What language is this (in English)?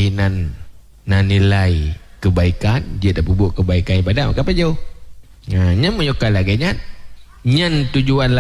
Achinese